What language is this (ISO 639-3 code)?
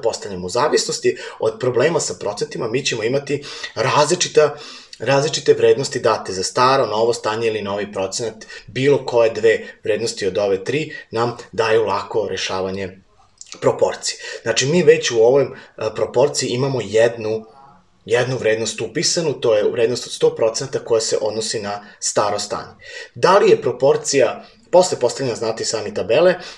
srp